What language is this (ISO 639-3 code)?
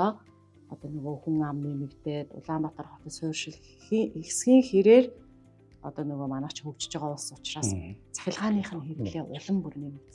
mon